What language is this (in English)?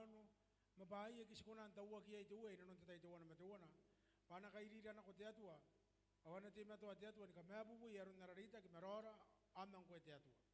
Gilbertese